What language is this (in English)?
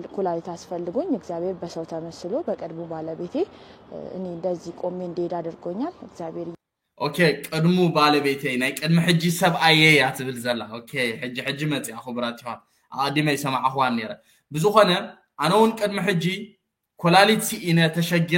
Tigrinya